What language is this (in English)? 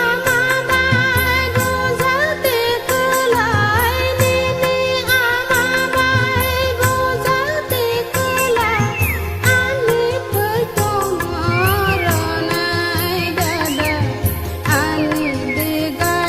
Kok Borok